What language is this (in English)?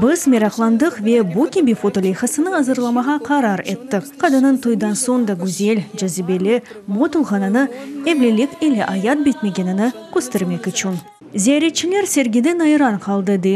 Crimean Tatar